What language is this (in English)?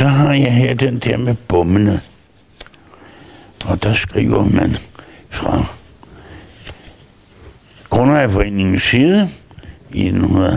Danish